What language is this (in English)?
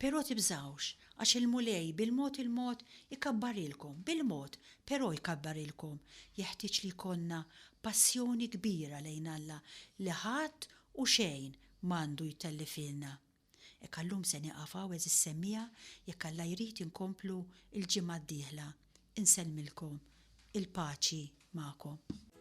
Maltese